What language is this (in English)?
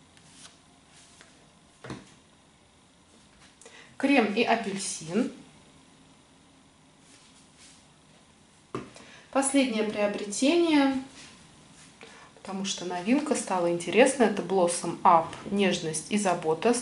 Russian